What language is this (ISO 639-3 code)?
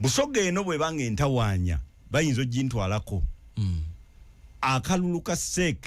lug